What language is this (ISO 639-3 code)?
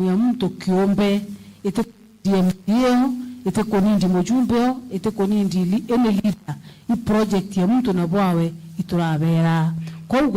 mer